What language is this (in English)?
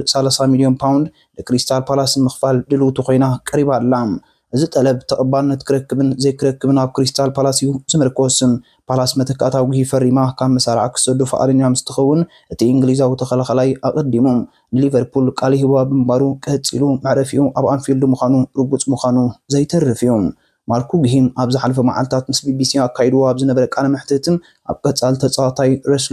Tigrinya